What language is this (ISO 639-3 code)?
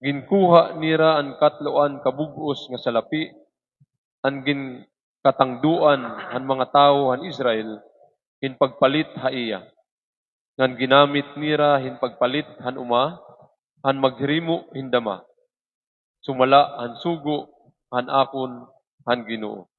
war